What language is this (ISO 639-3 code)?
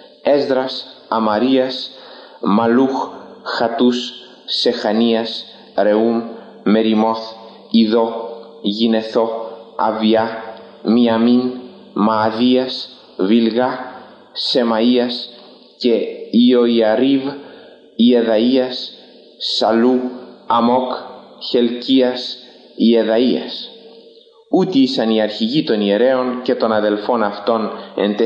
ell